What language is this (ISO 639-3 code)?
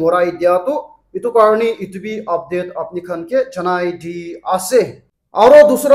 nag